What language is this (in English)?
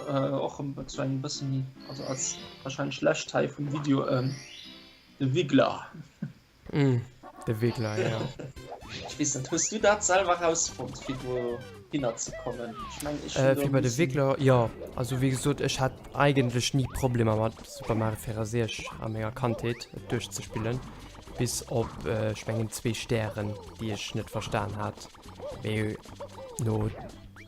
Luxembourgish